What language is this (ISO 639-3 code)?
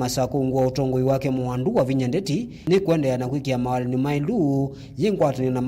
kam